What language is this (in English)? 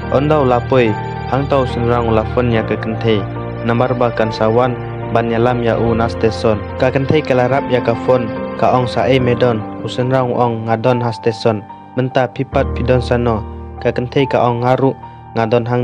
Khasi